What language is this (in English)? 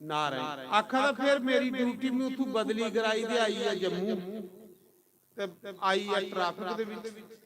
Dogri